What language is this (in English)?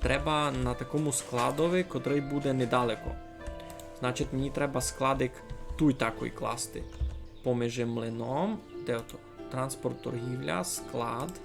Rusyn